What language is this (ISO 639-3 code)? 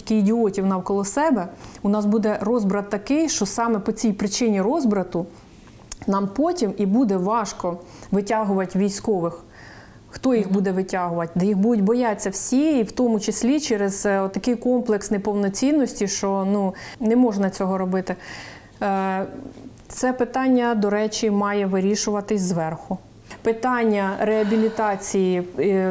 ukr